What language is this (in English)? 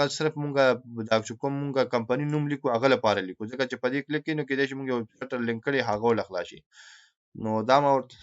Pashto